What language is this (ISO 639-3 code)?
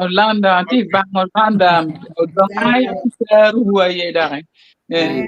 ach